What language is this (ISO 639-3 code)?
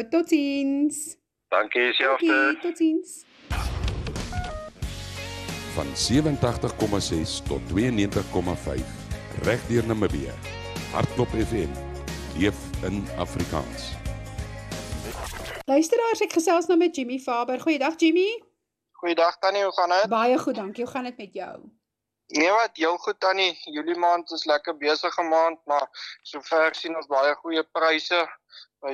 afr